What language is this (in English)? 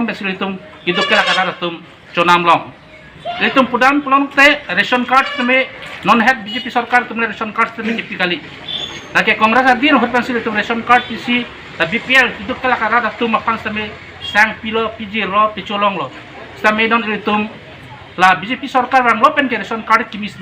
Karbi